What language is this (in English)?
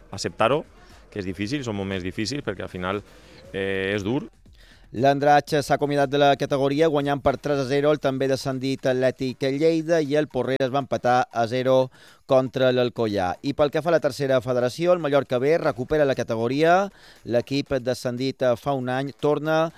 Catalan